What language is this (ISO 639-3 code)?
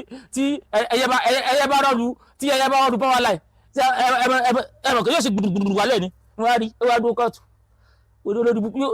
yor